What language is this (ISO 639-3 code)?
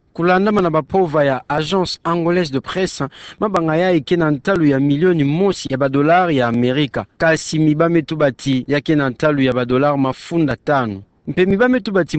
ktu